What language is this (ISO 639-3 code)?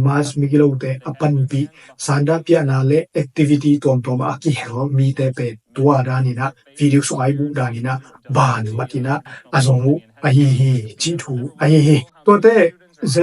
ctd